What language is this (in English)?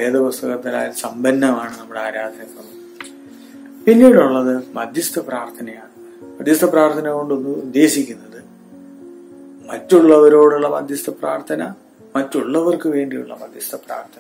Malayalam